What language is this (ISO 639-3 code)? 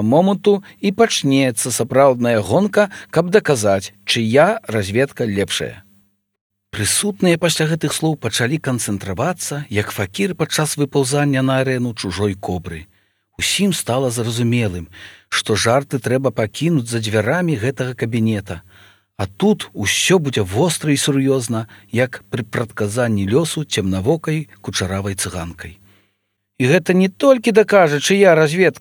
bel